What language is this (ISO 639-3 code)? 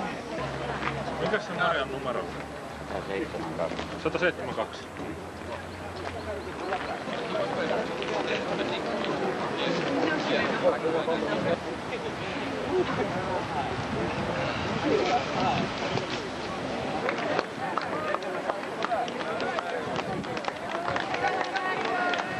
ell